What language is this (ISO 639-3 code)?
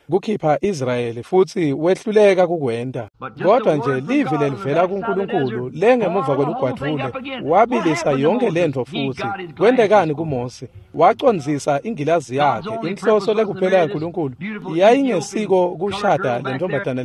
ssw